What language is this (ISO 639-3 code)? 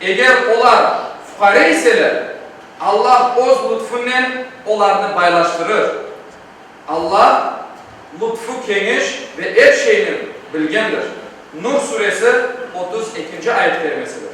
crh